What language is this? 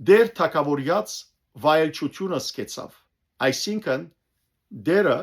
Western Armenian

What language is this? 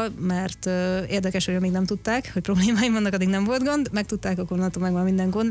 Hungarian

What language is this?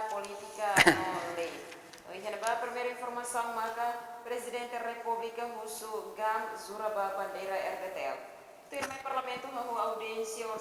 Tetum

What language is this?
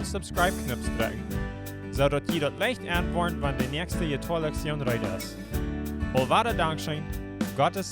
Plautdietsch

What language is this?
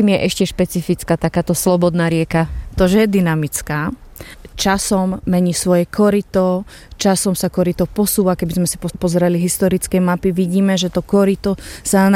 Slovak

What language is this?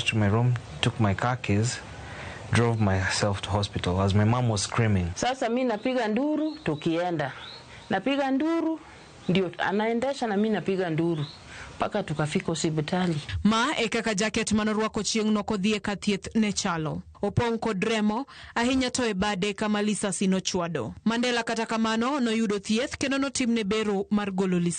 Luo (Kenya and Tanzania)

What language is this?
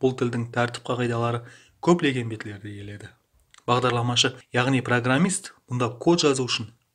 Kara-Kalpak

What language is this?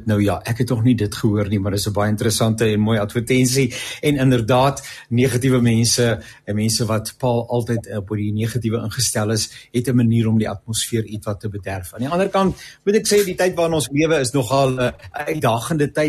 Afrikaans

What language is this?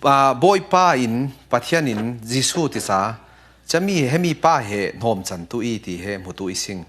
Falam Chin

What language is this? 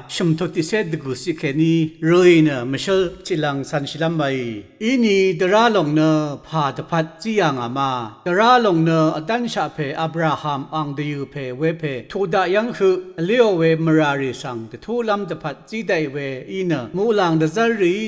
Rawang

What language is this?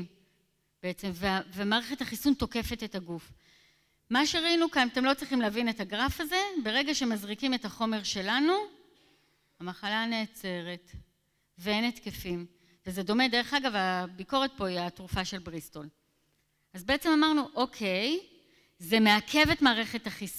Hebrew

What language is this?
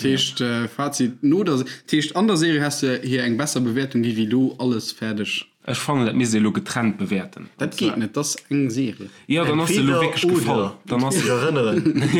Luxembourgish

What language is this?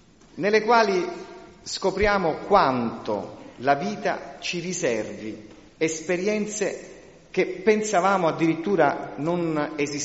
Italian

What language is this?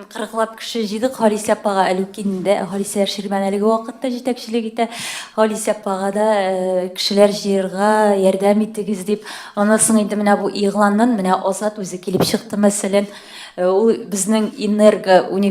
Tatar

